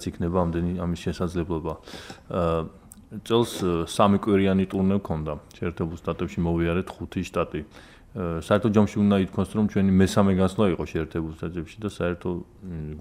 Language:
Georgian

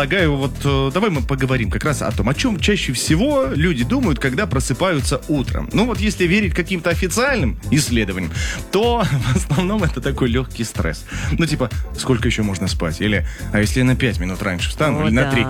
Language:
Russian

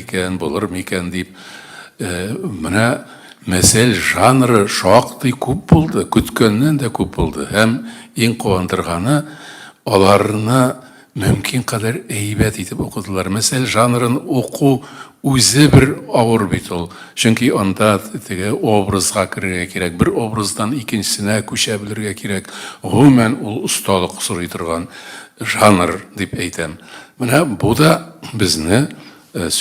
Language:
Tatar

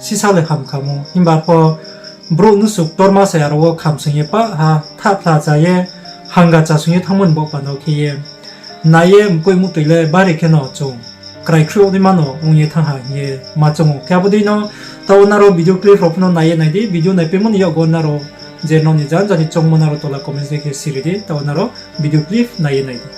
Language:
Riang (India)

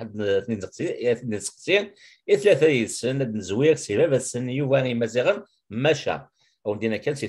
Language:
Kabyle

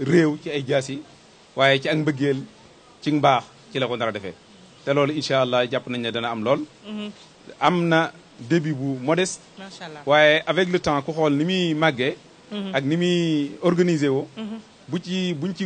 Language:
Wolof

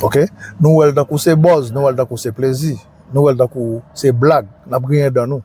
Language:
Haitian Creole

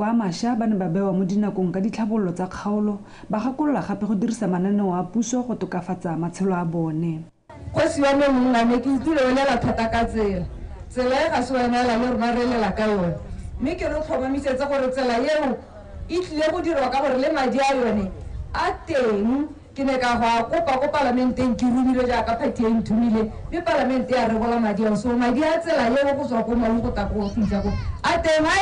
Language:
Tswana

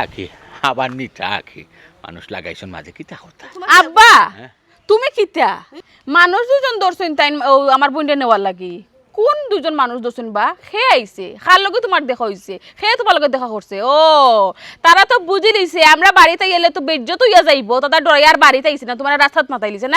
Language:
Sylheti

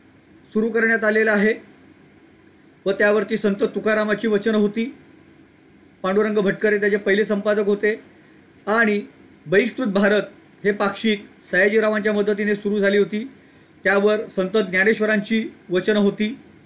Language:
Marathi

